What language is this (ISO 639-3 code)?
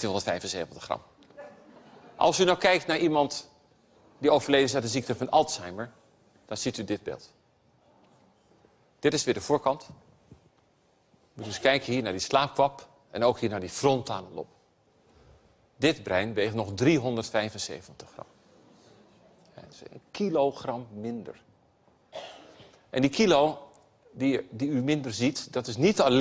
nld